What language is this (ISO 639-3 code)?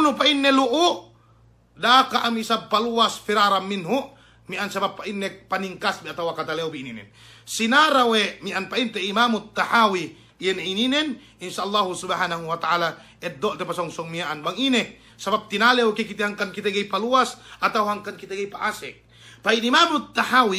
yka